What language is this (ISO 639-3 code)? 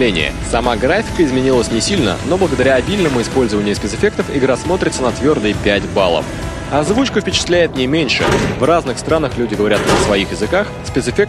rus